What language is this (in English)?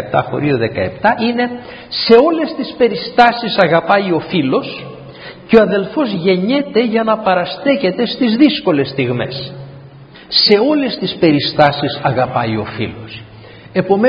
Greek